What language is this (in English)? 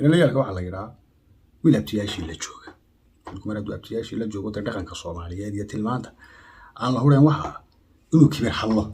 Somali